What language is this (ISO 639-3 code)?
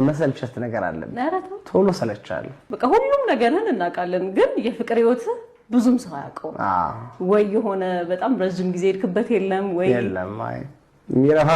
amh